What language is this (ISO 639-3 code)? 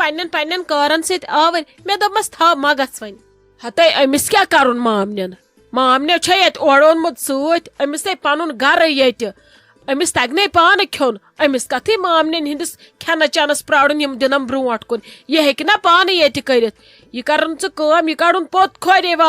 kas